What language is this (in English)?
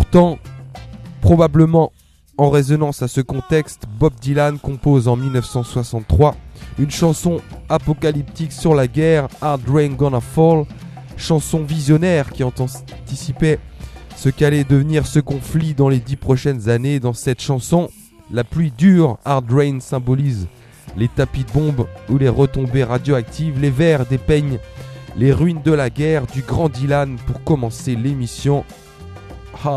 French